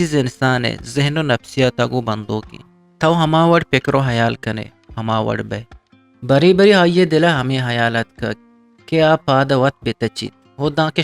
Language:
Eastern Balochi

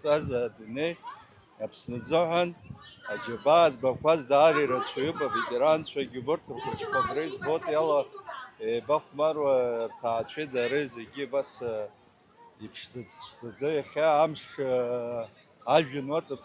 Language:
Abkhazian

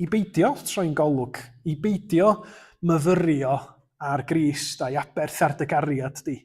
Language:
Welsh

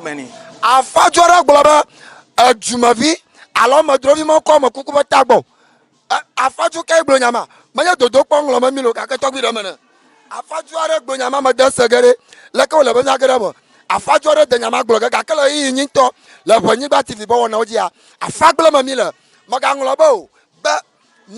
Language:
Ewe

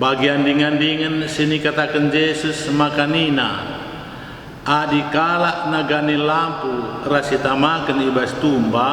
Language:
Batak Karo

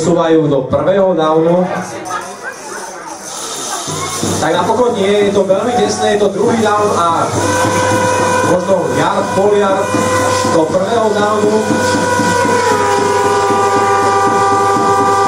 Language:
Slovak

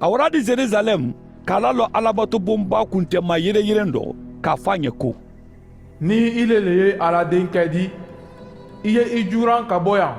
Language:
Mandingo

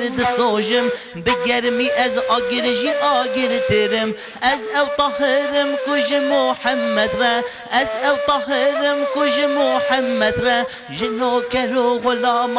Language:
Kurdish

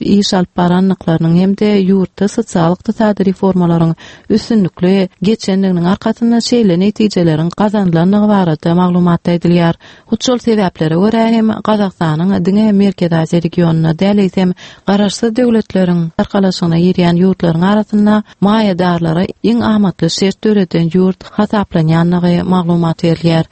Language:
Turkmen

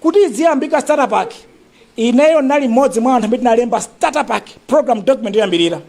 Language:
Nyanja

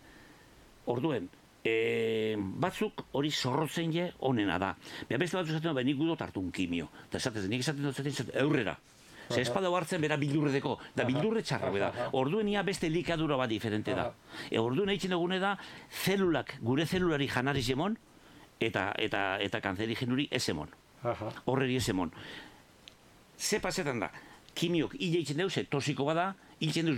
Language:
Basque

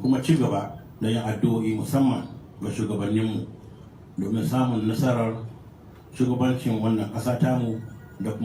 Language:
Hausa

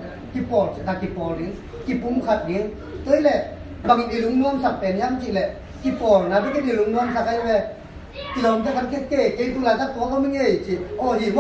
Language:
Tedim Chin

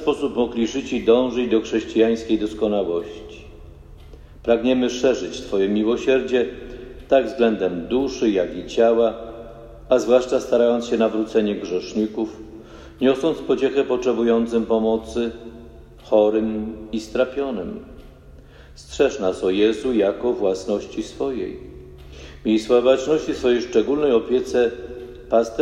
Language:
Polish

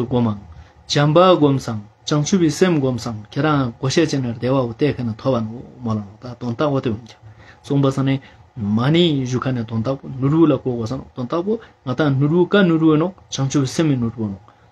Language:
Ladakhi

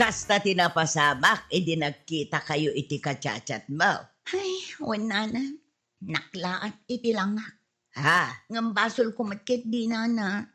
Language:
Iloko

